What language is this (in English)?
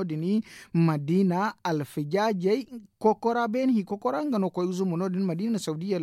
Zarma